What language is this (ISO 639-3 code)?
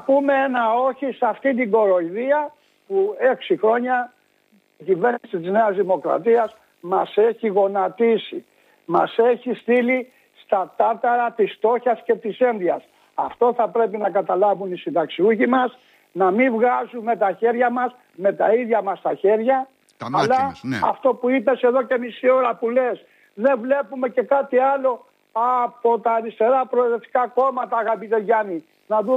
ell